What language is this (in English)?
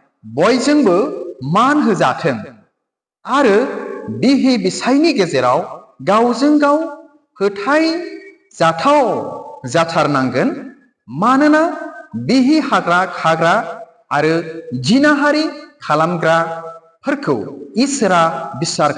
Bodo